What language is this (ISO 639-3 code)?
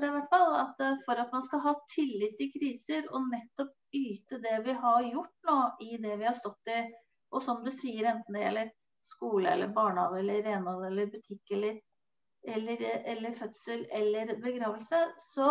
nor